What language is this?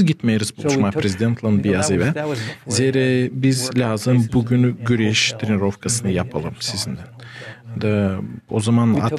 Gagauz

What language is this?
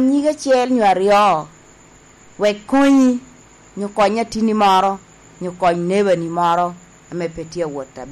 Lango (Uganda)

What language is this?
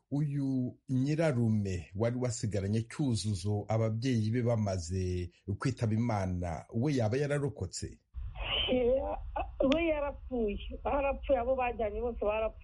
Kinyarwanda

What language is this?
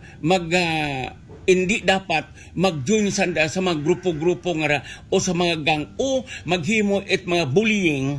Aklanon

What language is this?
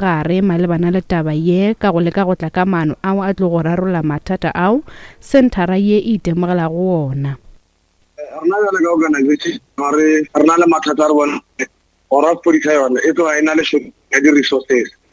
Northern Sotho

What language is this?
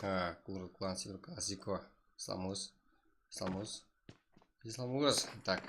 Kara-Kalpak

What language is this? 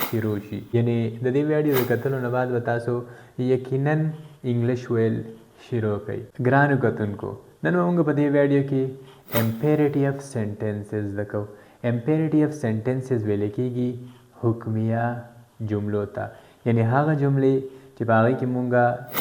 Pashto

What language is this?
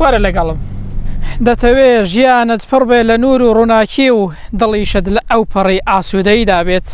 Central Kurdish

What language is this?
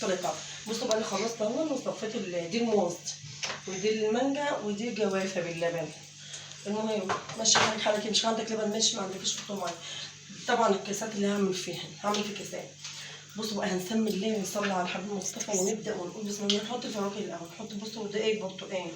Egyptian Arabic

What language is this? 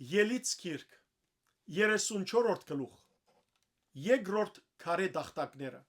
Western Armenian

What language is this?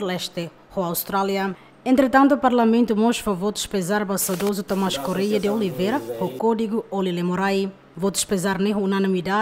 Tetum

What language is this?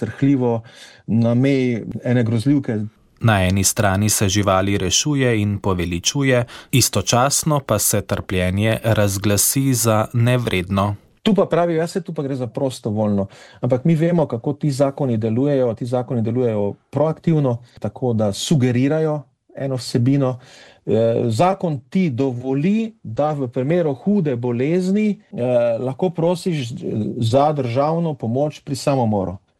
Slovenian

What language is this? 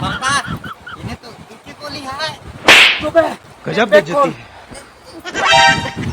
Chhattisgarhi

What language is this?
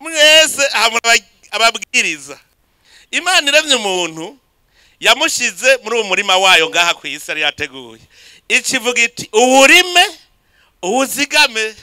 Rundi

